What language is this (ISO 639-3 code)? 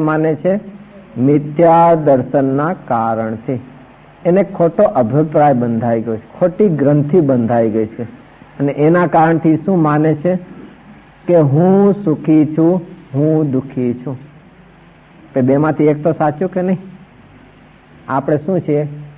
guj